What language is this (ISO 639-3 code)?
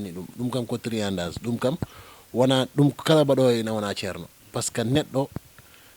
ful